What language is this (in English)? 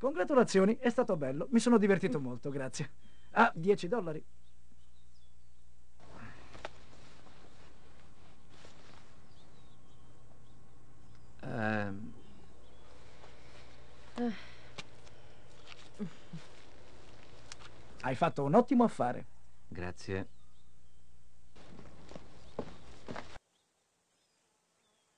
Italian